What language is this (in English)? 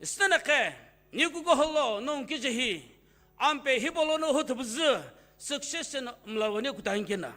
Sumi Naga